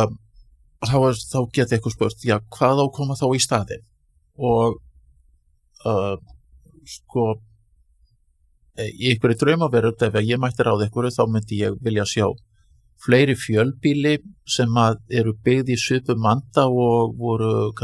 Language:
Icelandic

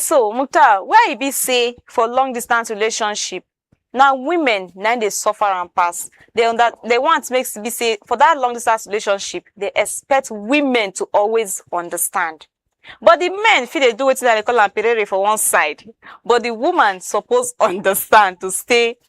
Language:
Nigerian Pidgin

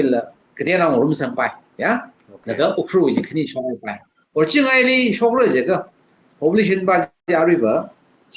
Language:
Tangkhul Naga (India)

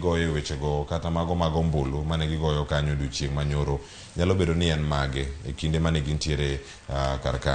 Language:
Luo (Kenya and Tanzania)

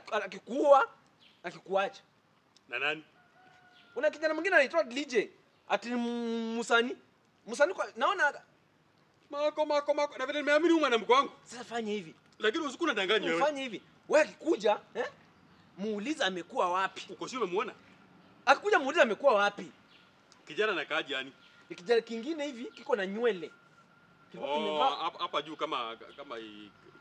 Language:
Swahili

